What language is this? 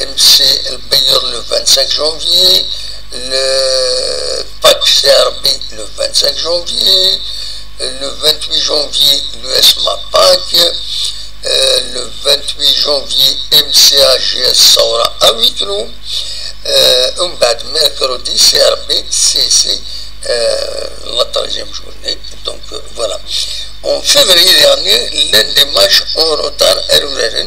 Kabyle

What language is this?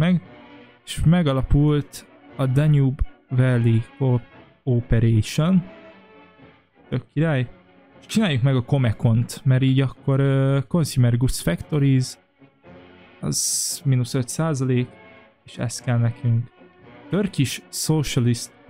Hungarian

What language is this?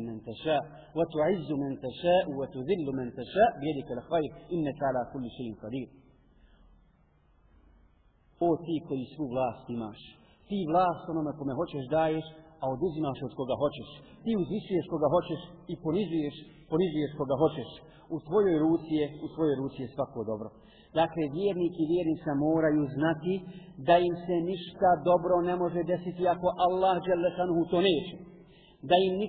Bosnian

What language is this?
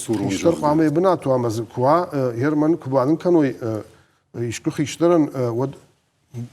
Ossetic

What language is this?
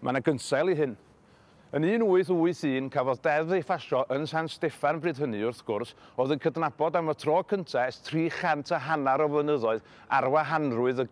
Welsh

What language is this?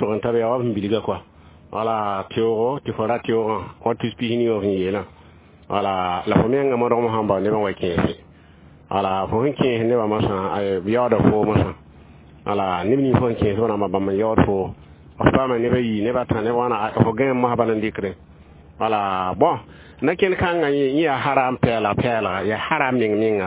Mossi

